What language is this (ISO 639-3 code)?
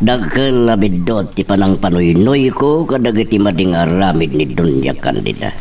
ilo